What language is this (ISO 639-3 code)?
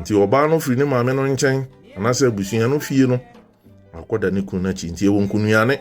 aka